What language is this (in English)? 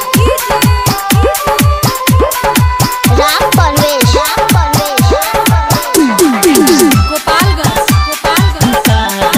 Bhojpuri